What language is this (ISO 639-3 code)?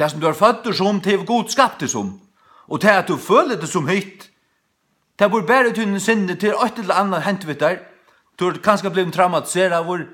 fao